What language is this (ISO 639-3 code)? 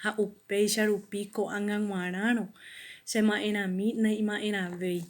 grn